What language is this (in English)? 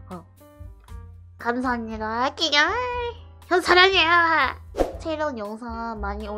Korean